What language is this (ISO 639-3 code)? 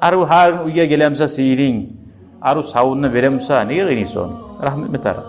kum